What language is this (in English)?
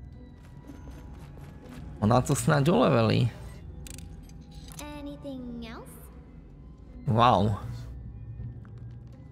Slovak